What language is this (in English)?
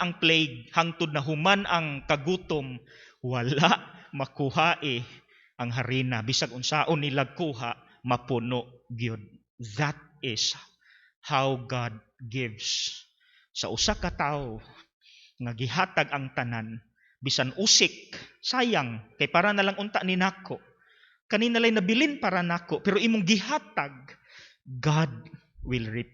Cebuano